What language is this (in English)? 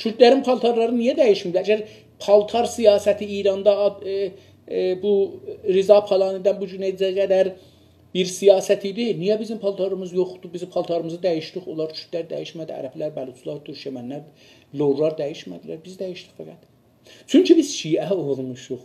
South Azerbaijani